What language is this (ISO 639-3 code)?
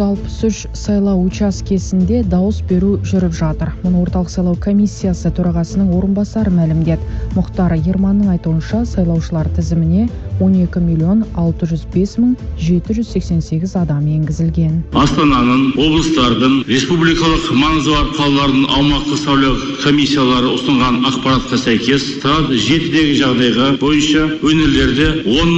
kaz